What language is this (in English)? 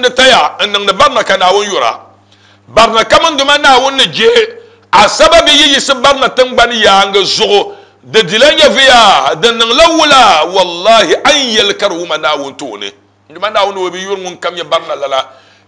Dagbani